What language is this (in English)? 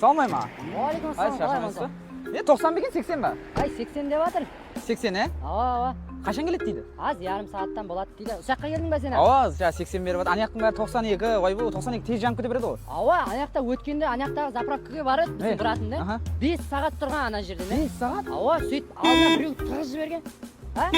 Kara-Kalpak